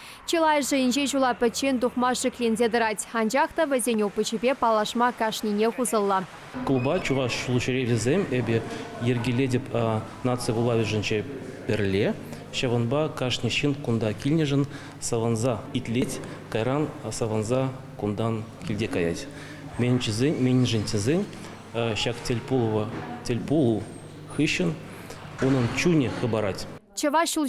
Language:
Chuvash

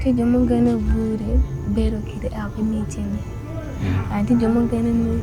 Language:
Acoli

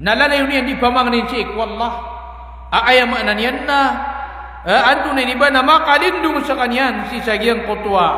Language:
Maranao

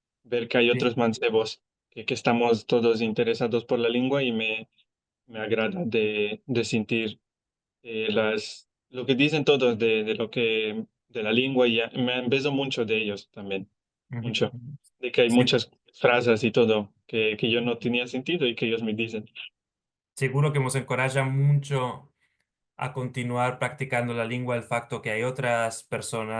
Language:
Ladino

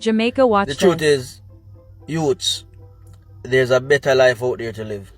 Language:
Jamaican Creole English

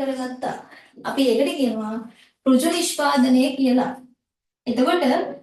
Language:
Sinhala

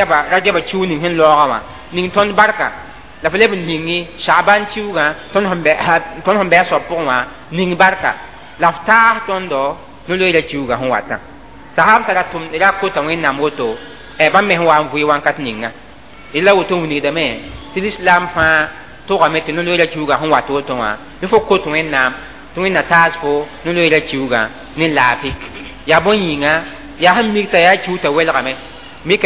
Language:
Mossi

